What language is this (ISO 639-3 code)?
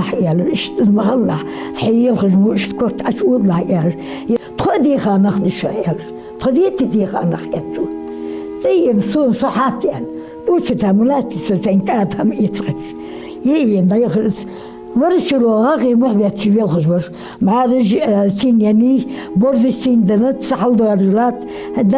inh